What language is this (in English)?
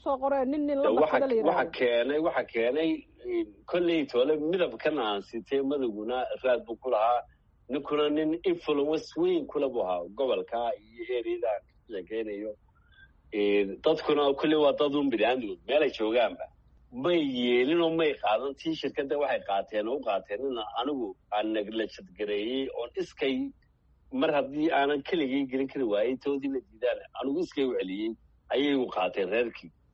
Somali